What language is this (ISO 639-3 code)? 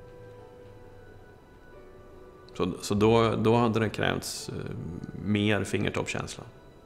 swe